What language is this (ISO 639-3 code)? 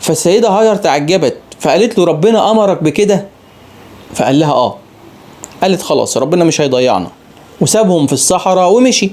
arz